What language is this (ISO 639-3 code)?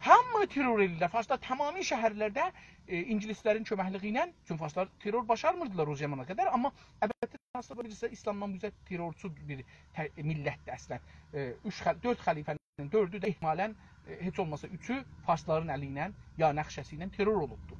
azb